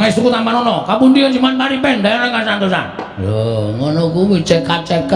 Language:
Javanese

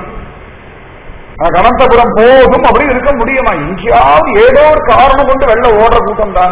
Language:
Tamil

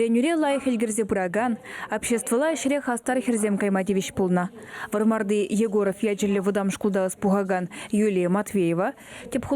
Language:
Chuvash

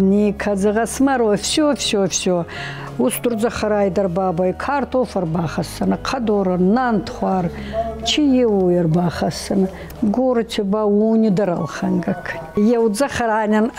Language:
Ossetic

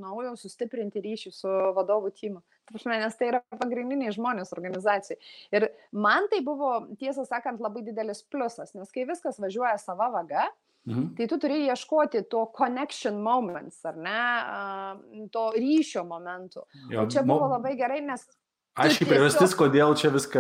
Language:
Lithuanian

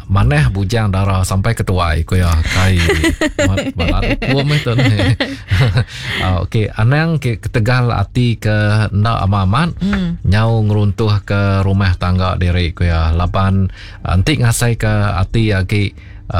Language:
Iban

